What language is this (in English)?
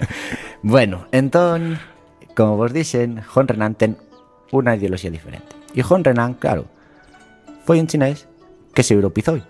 Galician